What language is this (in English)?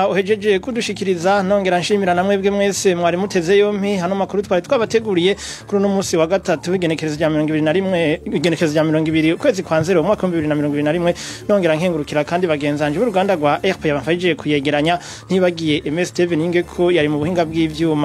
Rundi